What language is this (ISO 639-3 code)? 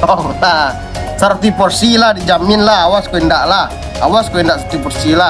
min